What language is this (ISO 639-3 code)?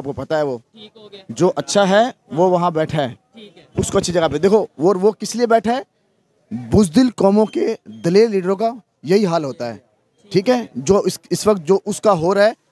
hin